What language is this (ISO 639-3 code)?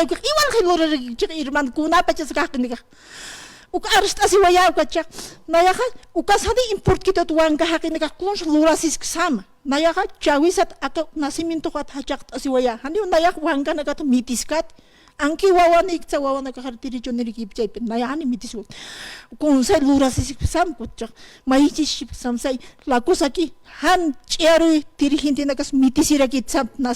aym